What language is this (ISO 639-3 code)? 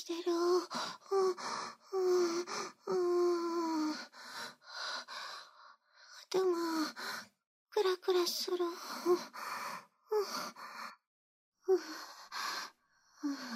jpn